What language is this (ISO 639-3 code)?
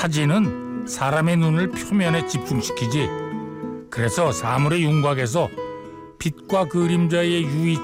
kor